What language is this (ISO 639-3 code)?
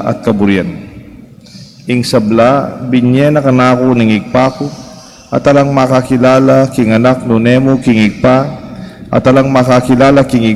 pam